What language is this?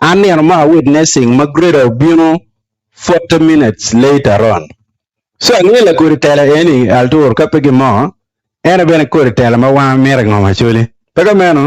Acoli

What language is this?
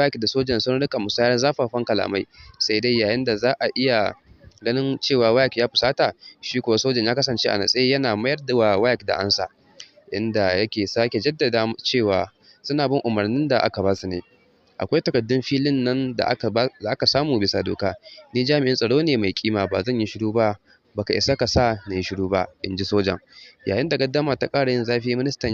Hausa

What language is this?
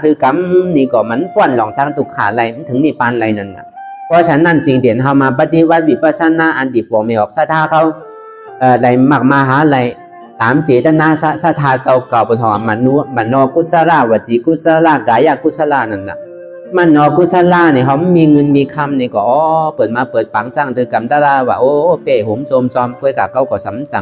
Shan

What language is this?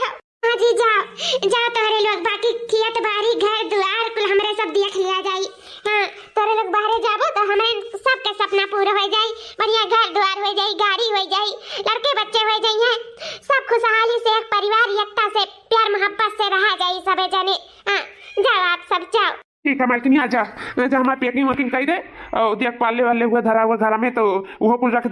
Awadhi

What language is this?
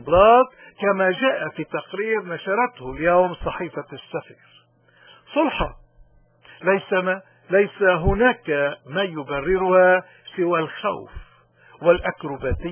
North Levantine Arabic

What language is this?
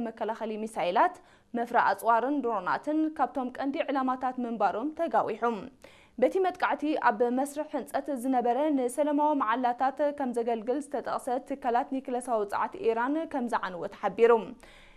Tigrinya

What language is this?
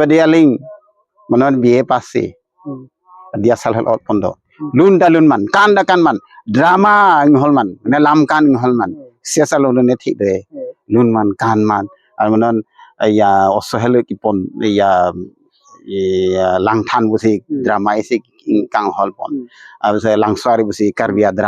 Karbi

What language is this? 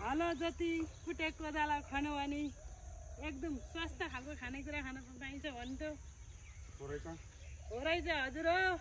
Nepali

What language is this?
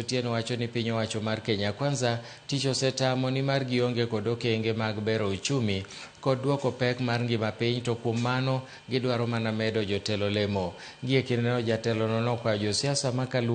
Luo (Kenya and Tanzania)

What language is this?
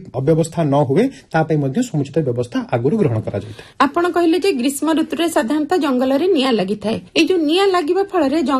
Odia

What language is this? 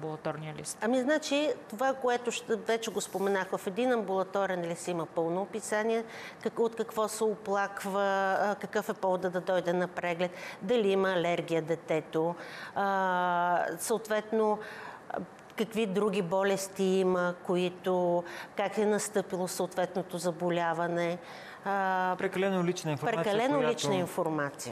Bulgarian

